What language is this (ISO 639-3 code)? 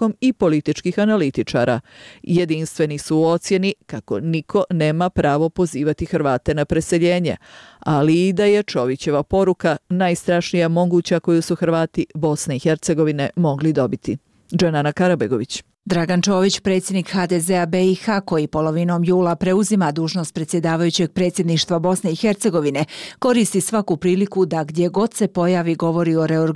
bos